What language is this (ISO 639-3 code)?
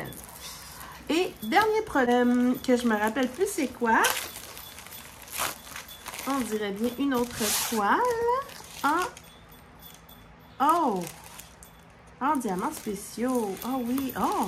fra